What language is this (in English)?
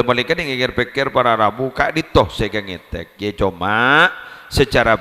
Madurese